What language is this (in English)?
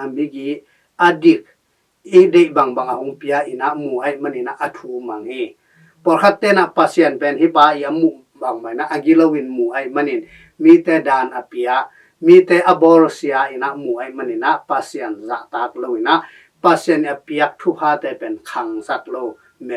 Tedim Chin